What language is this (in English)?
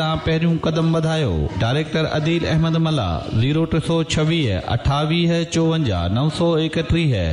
Sindhi